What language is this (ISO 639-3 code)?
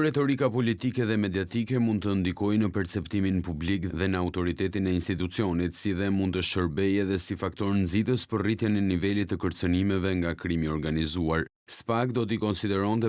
sqi